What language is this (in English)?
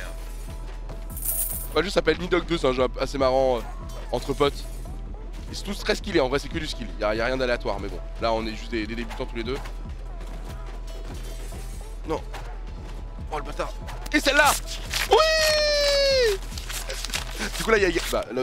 French